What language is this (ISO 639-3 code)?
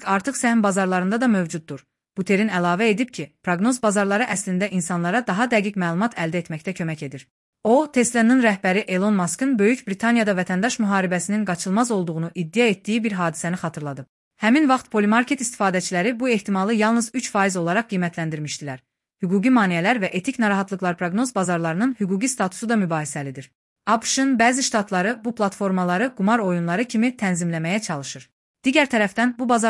aze